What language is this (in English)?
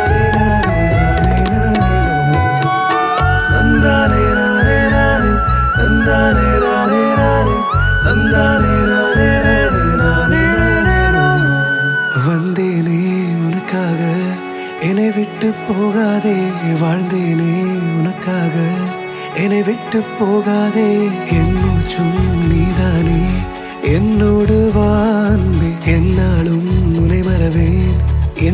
Tamil